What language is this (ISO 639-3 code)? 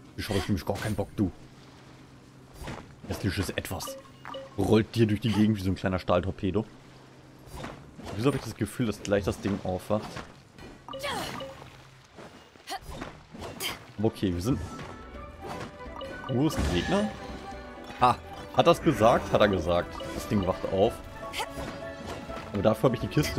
deu